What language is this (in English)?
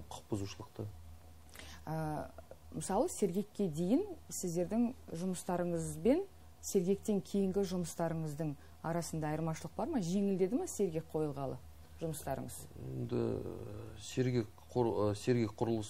Kazakh